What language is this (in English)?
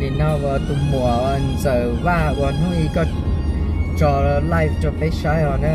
Hmong